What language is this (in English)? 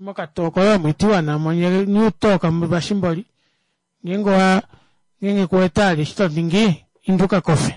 Kuanyama